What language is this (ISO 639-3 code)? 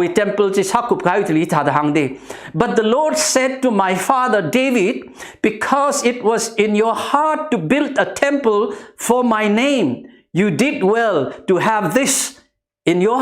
nmf